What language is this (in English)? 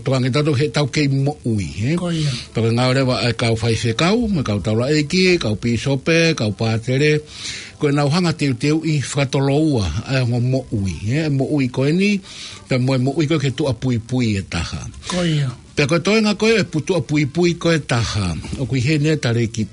Tongan